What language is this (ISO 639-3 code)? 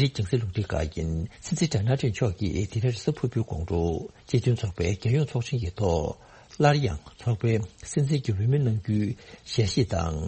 bod